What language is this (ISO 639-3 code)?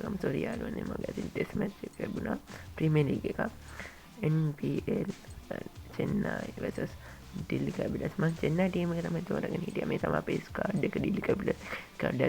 sin